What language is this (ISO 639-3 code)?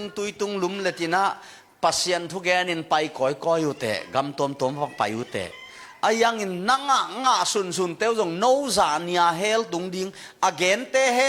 ctd